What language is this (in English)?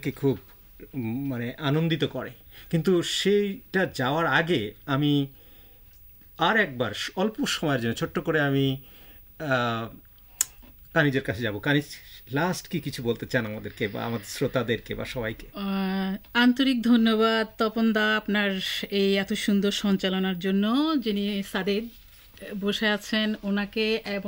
Bangla